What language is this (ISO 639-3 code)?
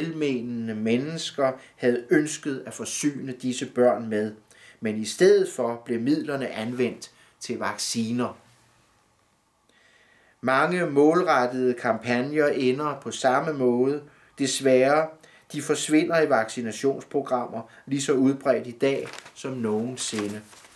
dan